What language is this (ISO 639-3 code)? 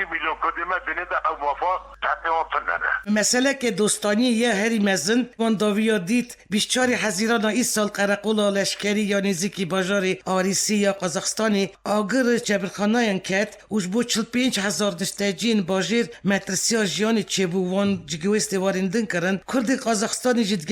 kur